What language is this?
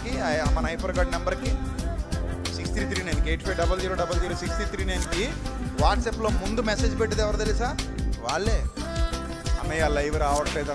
Telugu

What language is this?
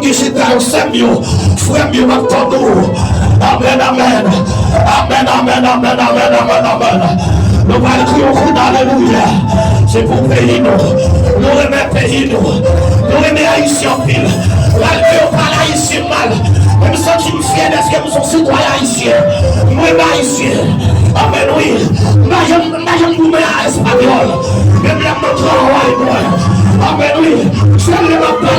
Haitian Creole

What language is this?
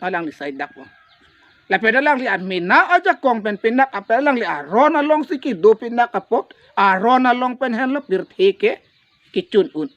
Karbi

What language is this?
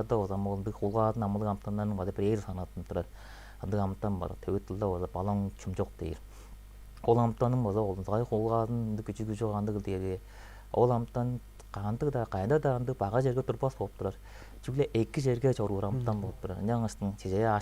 Tuvinian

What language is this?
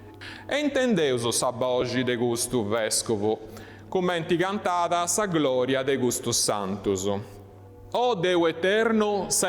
Sardinian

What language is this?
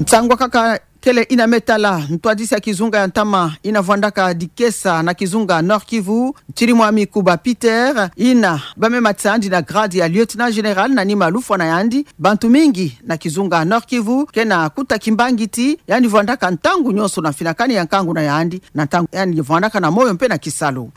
Kituba (Democratic Republic of Congo)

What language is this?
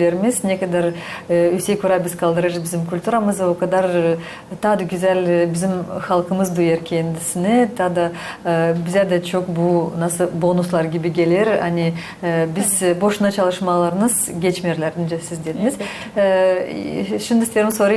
Gagauz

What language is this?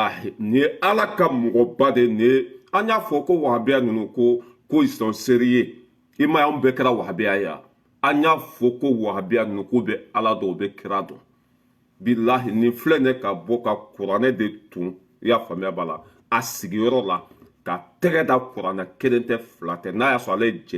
Bambara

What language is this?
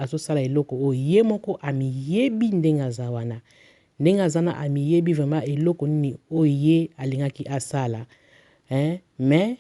Lingala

